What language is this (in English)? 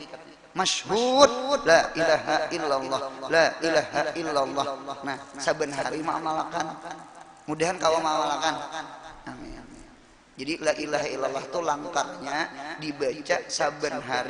Banjar